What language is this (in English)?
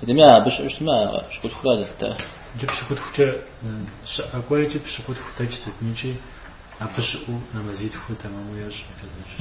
Kabardian